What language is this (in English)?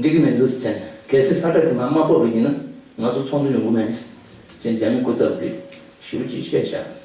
Tibetan